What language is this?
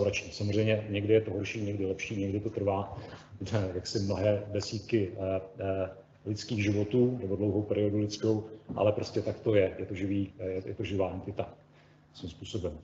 Czech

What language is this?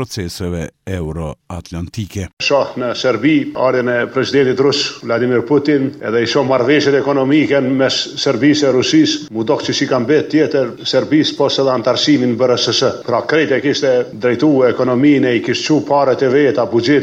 Albanian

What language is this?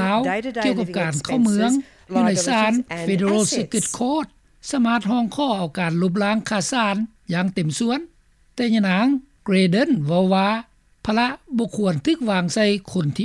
Lao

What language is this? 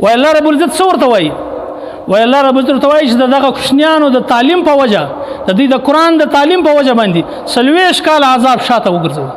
Pashto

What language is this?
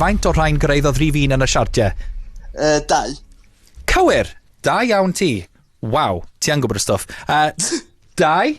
Welsh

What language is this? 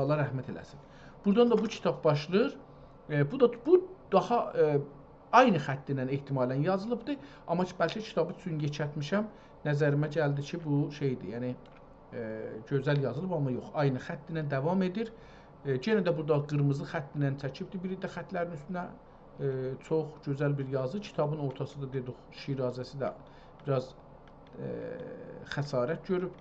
South Azerbaijani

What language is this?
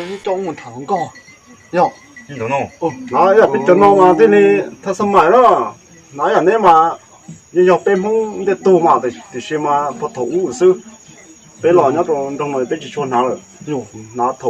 Hmong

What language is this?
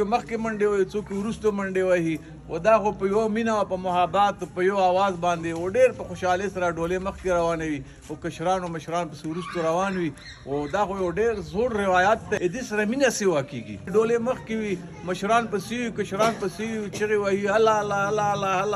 Pashto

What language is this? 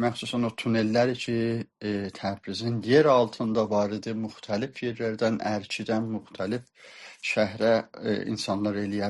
South Azerbaijani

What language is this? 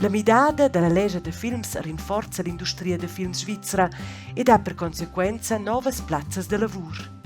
Romansh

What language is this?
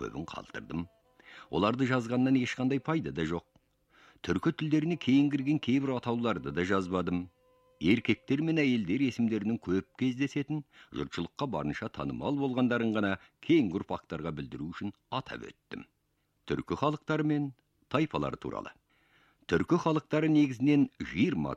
Kazakh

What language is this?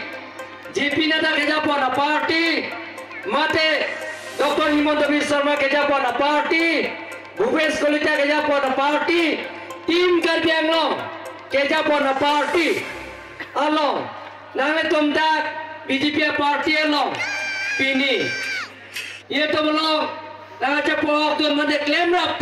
Karbi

